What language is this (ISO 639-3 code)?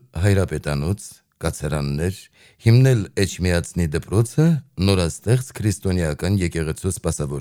hye